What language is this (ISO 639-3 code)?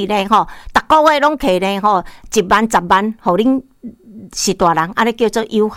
nan